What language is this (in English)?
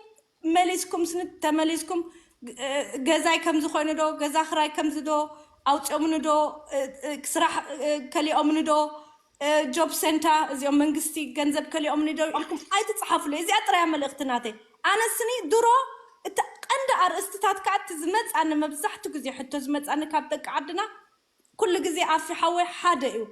Tigrinya